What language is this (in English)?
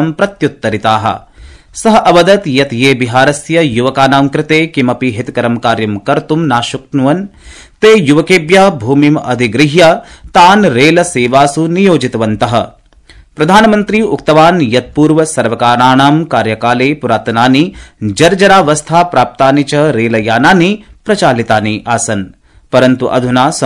Sanskrit